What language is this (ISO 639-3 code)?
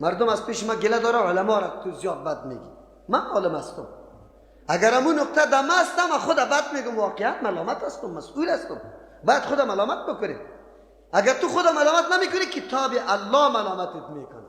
fas